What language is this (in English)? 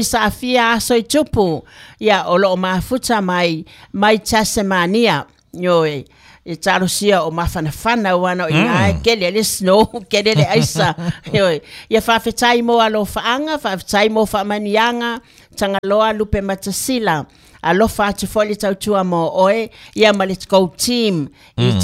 Samoan